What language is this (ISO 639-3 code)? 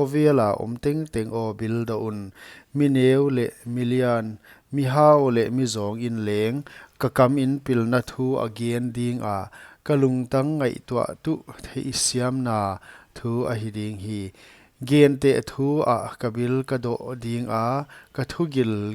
pck